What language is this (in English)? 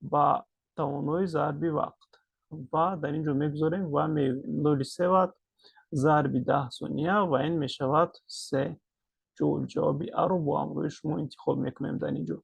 Tajik